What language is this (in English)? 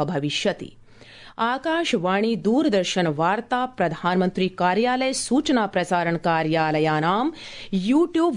Sanskrit